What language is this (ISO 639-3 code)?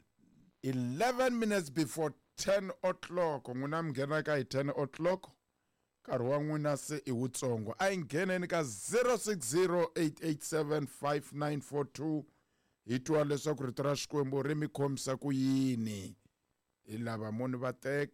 tso